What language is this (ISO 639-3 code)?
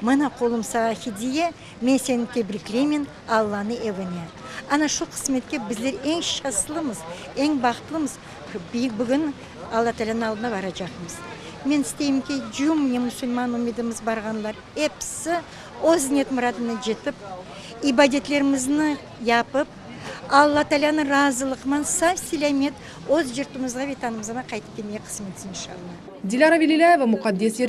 crh